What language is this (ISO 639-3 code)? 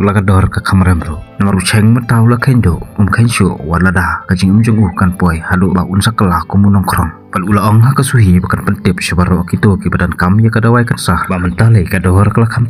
kha